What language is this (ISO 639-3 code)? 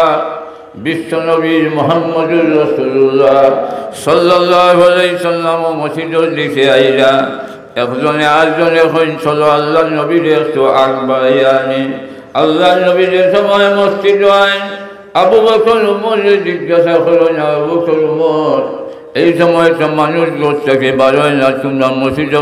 syl